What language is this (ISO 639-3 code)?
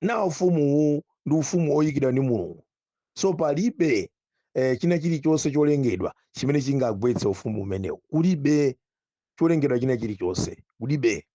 nya